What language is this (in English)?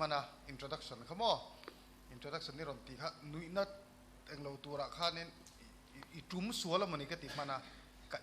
Mizo